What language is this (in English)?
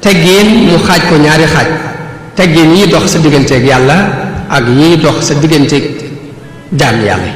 Wolof